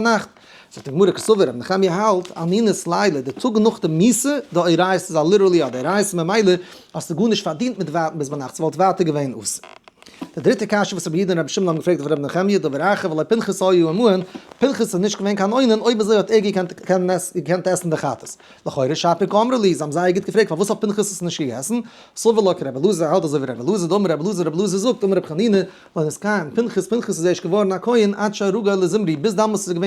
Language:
Yiddish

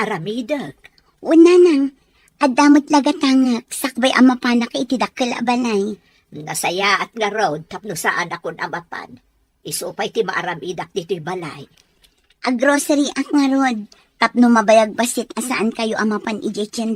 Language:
Iloko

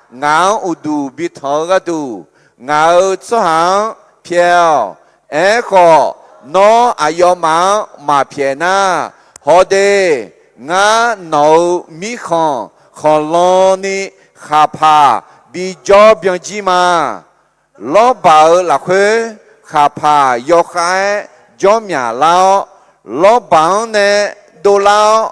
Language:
Akha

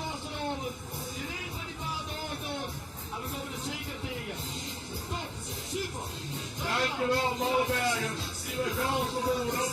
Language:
Limburgish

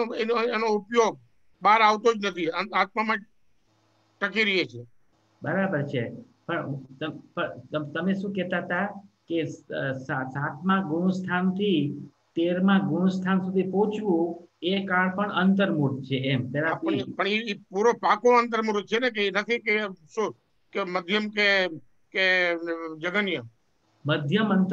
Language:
Gujarati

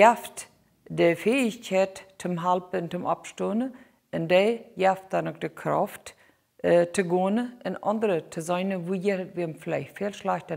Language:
Plautdietsch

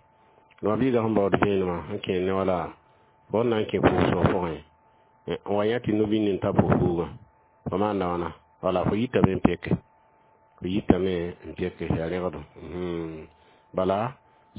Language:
Mossi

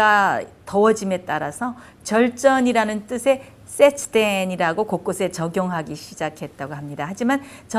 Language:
Korean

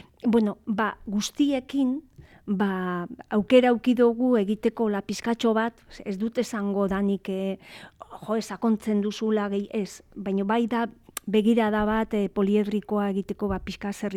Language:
Basque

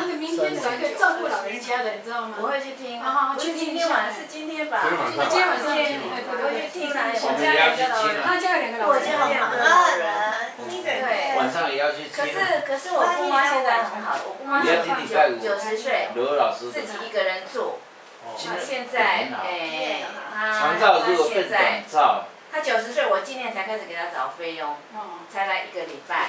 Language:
Chinese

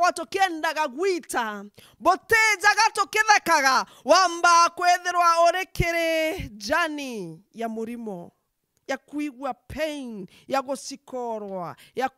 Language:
Meru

